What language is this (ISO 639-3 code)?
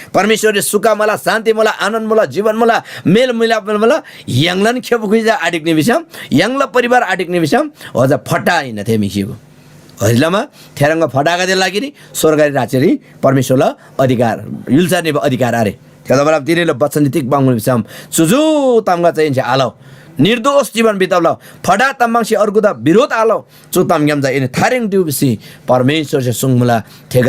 taj